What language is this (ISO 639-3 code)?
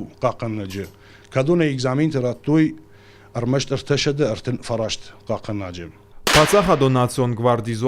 oss